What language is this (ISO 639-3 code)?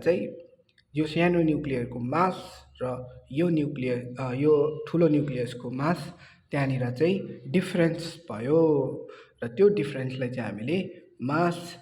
nep